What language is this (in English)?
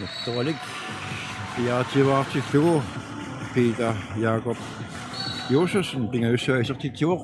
Kalaallisut